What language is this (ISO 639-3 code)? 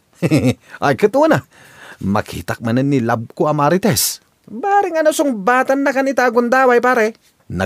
ilo